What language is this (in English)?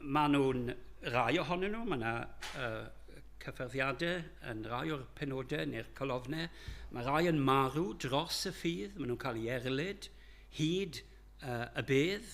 Welsh